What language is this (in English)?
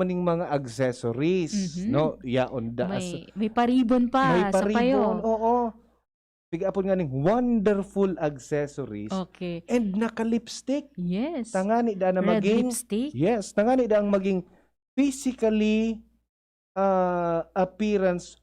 Bikol